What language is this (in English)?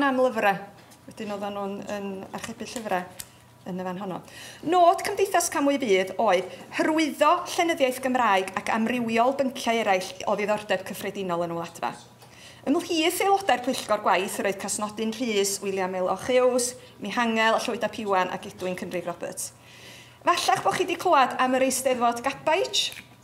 Welsh